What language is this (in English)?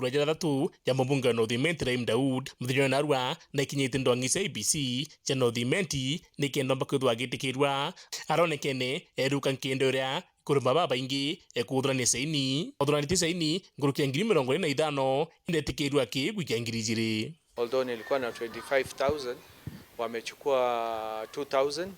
Meru